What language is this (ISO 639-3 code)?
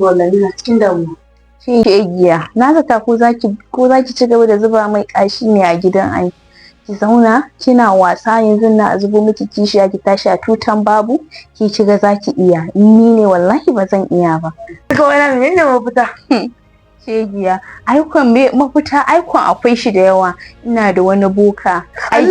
hau